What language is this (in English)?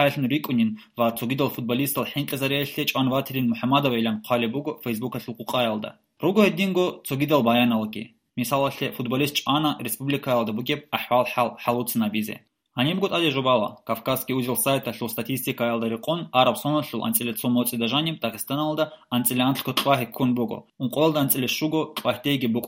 Avaric